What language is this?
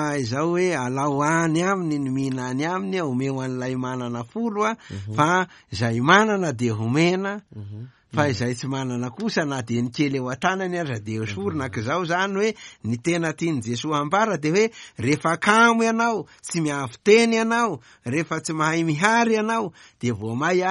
Malagasy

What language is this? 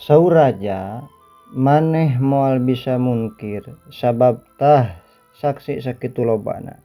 Sundanese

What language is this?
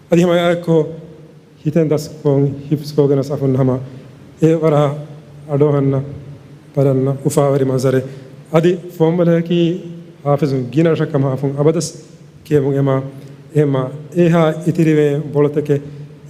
Divehi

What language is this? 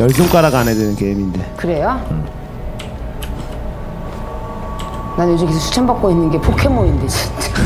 Korean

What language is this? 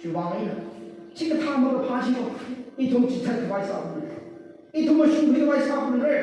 Tangkhul Naga (India)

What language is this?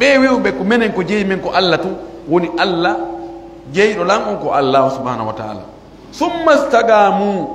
Pular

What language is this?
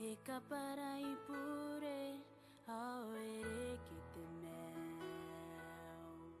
Gilbertese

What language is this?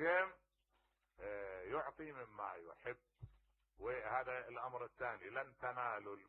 Mesopotamian Arabic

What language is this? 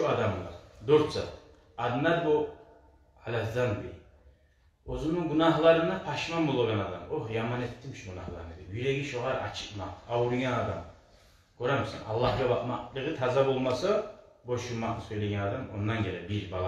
Kumyk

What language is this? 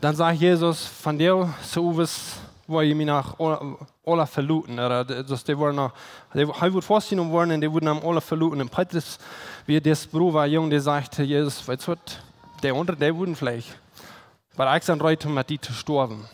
Plautdietsch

